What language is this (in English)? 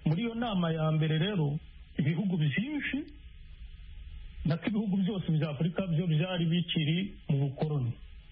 Kinyarwanda